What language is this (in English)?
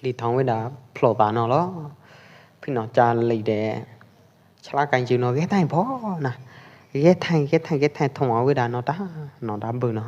Pwo Eastern Karen